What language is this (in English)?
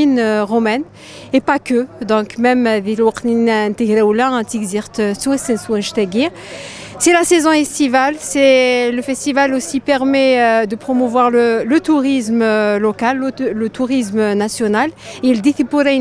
Kabyle